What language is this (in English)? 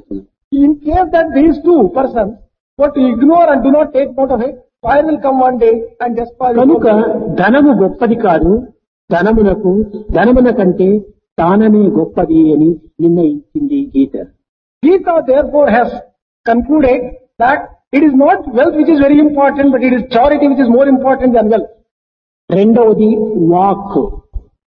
Telugu